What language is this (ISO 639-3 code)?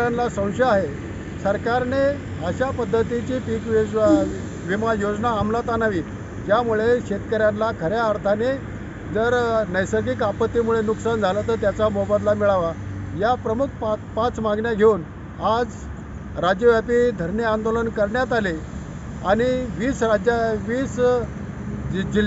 mar